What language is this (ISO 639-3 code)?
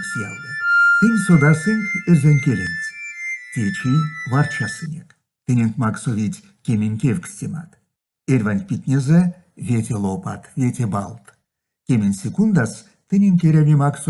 myv